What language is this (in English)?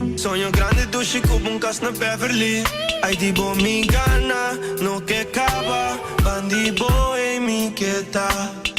Papiamento